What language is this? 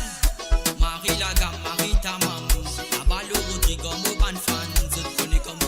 Morisyen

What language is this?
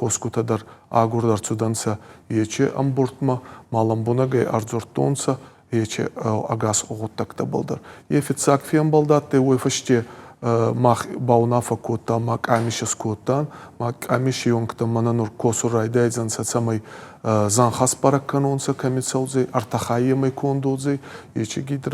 Ossetic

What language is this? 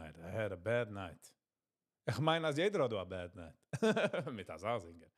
Yiddish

